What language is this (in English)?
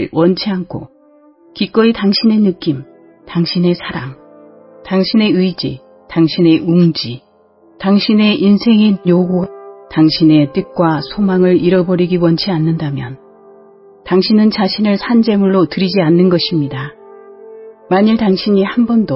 Korean